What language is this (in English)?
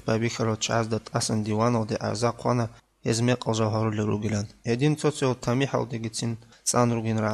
Avaric